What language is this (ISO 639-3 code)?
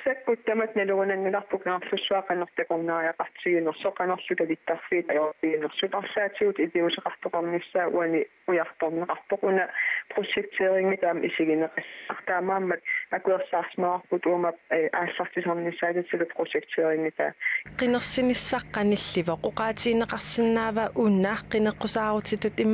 kal